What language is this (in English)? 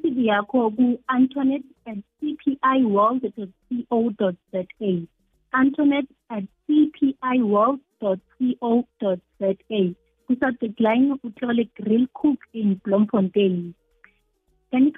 South Ndebele